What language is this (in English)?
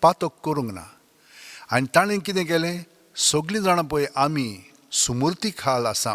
Konkani